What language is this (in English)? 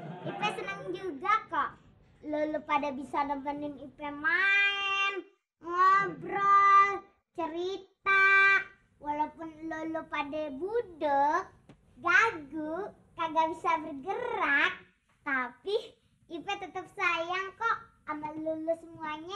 Betawi